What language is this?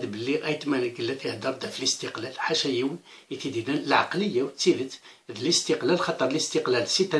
Kabyle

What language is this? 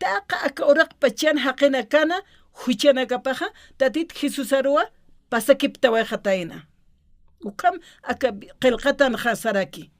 Aymara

